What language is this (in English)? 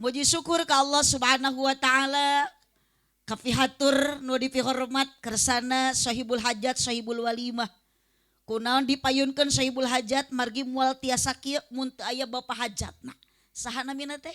Sundanese